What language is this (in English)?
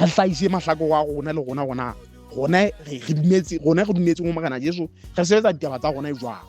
Southern Sotho